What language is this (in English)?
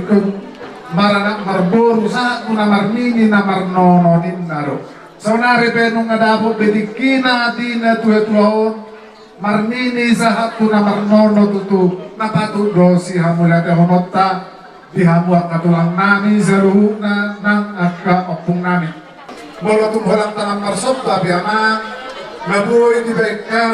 Batak Toba